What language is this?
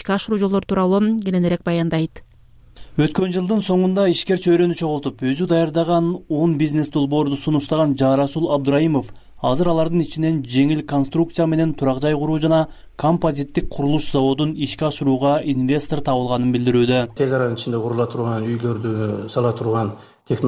Kyrgyz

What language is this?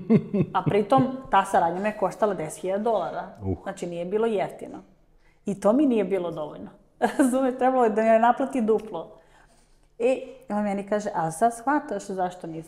Serbian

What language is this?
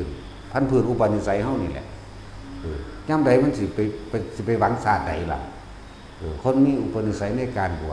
Northeastern Thai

